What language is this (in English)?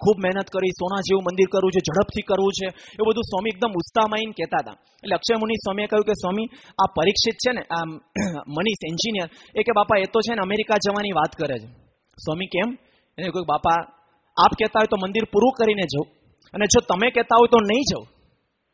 Gujarati